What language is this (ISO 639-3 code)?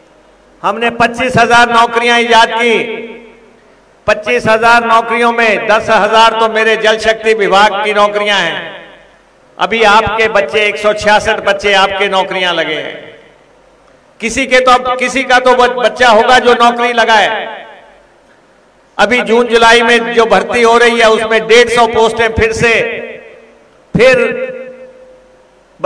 hin